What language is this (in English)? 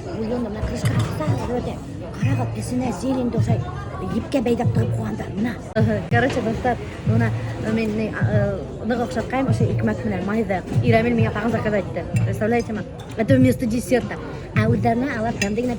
Bashkir